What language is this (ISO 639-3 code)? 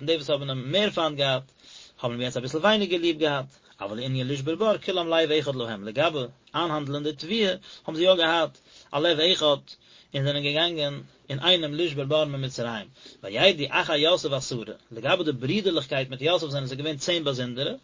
yid